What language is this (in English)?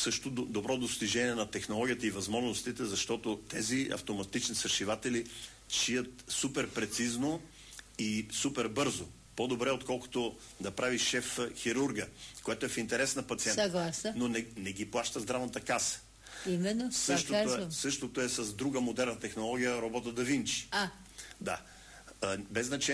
Bulgarian